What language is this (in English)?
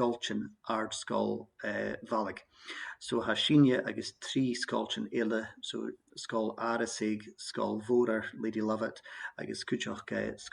Scottish Gaelic